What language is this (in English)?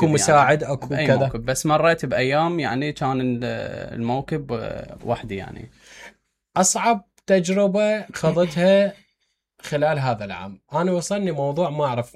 Mesopotamian Arabic